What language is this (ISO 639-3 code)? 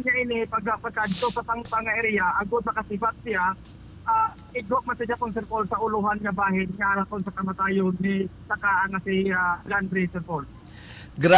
hil